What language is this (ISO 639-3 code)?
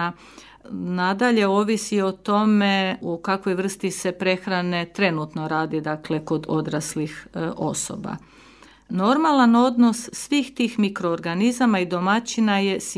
hrv